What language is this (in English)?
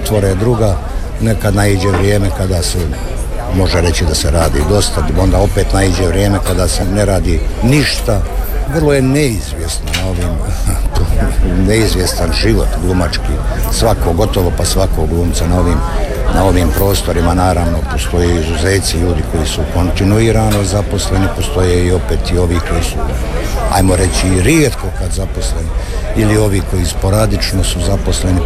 Croatian